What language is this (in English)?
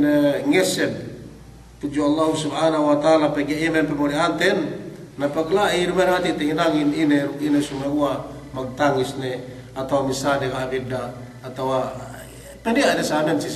Yakan